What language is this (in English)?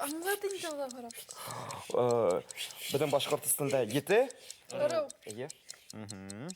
Bashkir